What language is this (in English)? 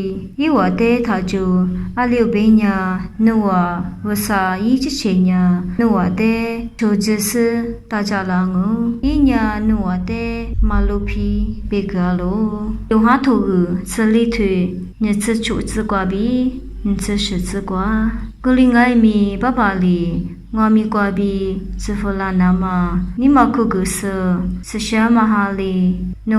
Lisu